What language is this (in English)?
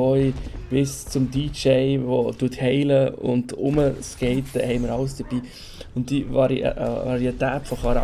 Swiss German